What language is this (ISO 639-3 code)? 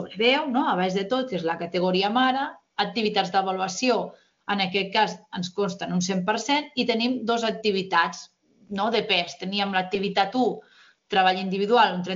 cat